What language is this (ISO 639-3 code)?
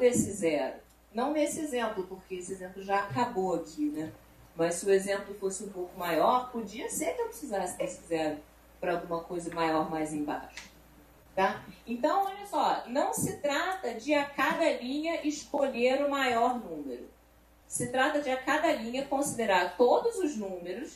por